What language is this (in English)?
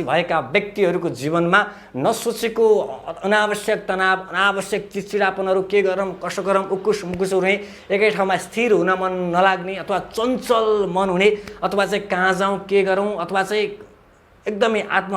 Nepali